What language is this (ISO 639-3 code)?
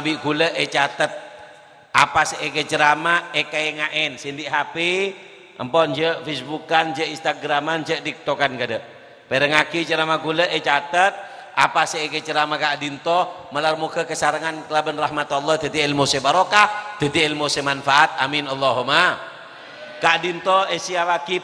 mad